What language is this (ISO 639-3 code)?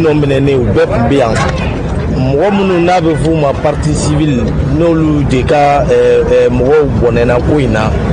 bam